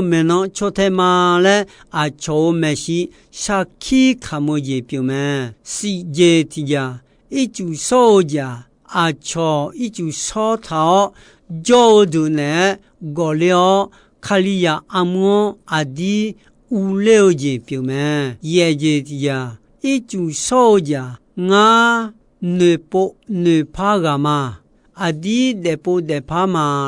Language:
Akha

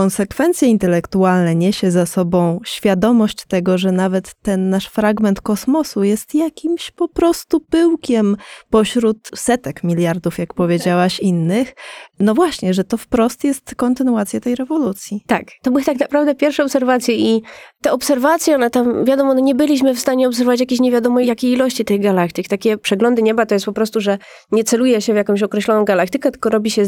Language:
Polish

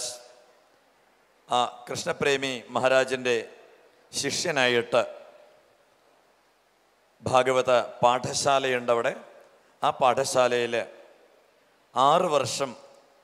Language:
Malayalam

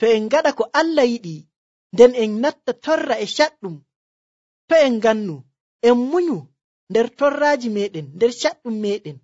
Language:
Nigerian Fulfulde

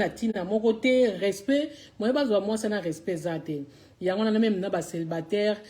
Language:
Lingala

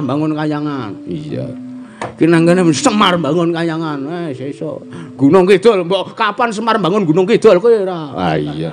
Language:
Javanese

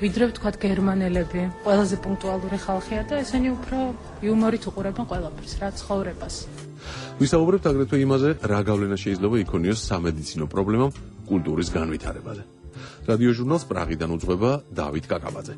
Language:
Georgian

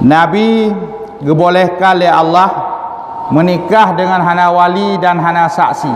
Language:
Achinese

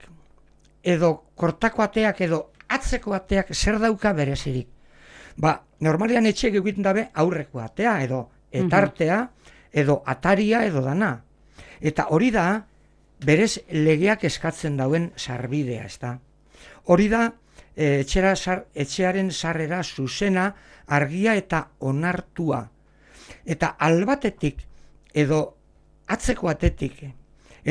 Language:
Basque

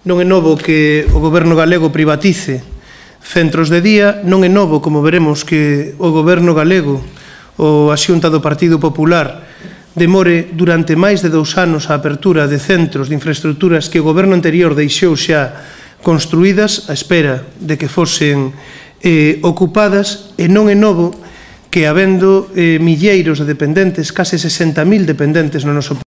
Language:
Galician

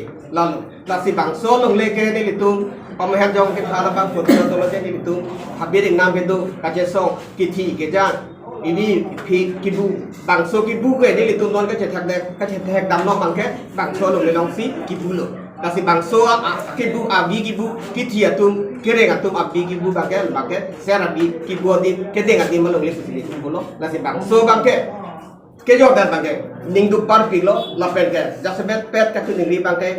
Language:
Karbi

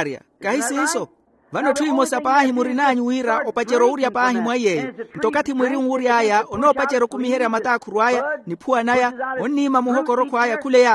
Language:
Makhuwa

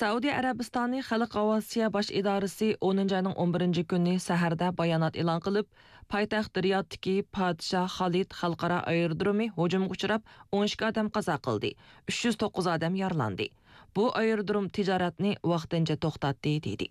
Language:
Uyghur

